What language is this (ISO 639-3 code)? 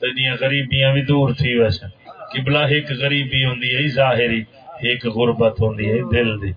skr